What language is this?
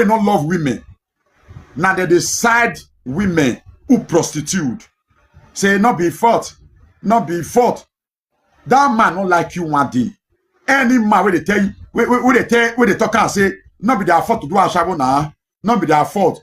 Nigerian Pidgin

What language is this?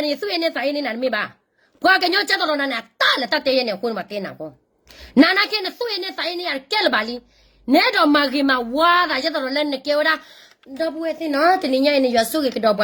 S'gaw Karen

